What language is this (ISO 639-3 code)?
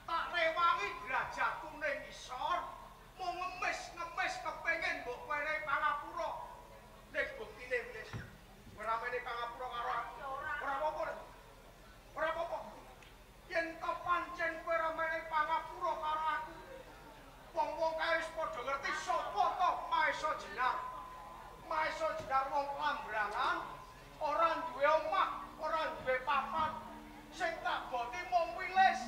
jav